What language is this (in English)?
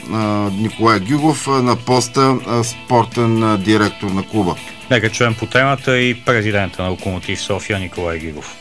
Bulgarian